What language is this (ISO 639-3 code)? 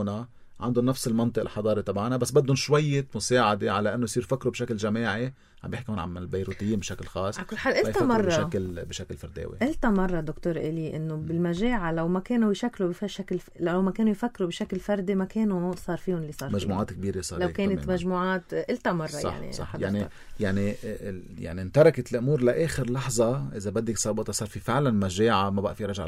apc